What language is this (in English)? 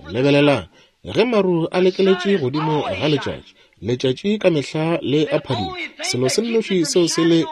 Northern Sotho